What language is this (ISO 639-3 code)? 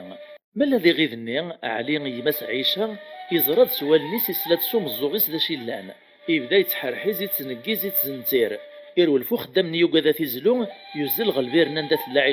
kab